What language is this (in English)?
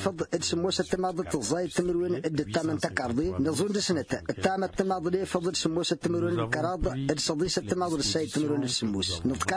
Tamasheq